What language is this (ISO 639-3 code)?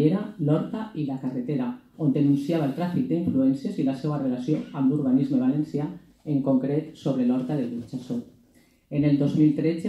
cat